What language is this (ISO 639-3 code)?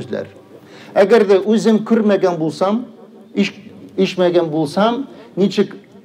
tat